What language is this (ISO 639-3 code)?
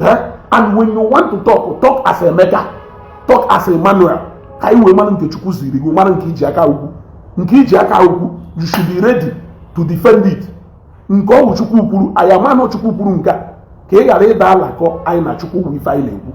ibo